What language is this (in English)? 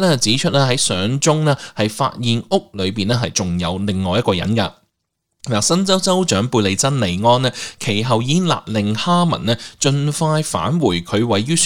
Cantonese